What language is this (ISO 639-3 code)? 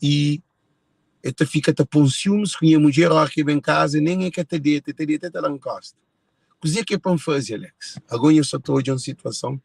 kea